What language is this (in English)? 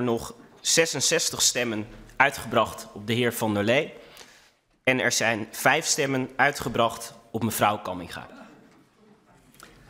Dutch